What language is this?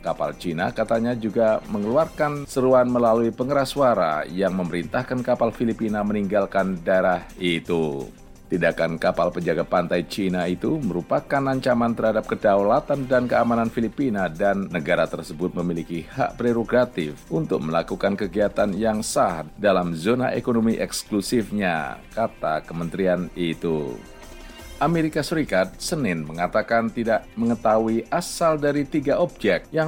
Indonesian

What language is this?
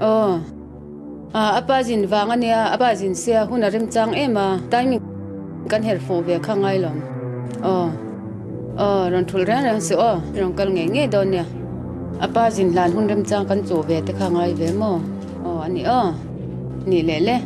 Mizo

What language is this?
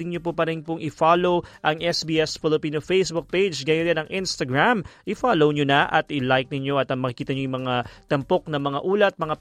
Filipino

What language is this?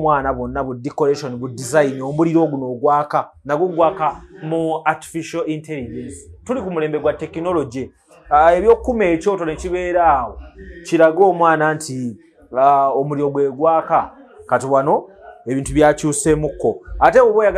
Ganda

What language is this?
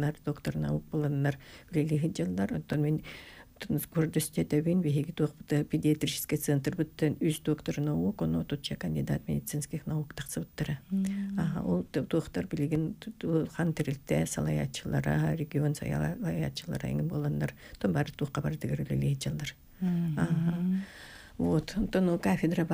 Yakut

